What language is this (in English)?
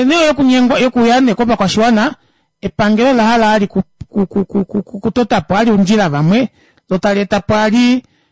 Kuanyama